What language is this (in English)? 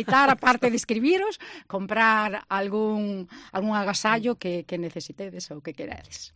Galician